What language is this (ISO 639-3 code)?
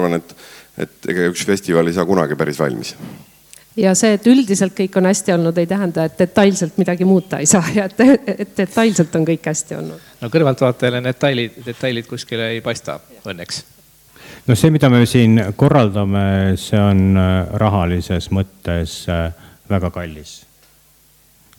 est